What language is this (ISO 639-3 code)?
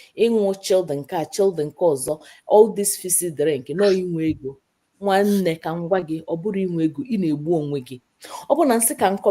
ibo